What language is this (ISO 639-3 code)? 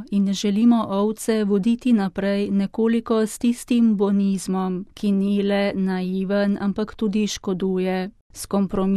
slv